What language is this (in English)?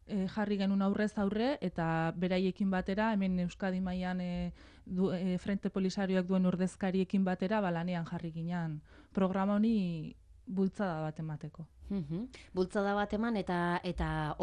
Basque